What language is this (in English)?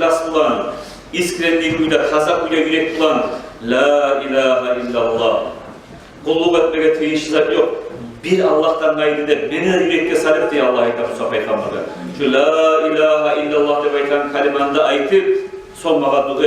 Kumyk